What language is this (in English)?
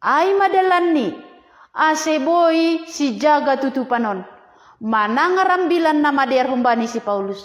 Batak Simalungun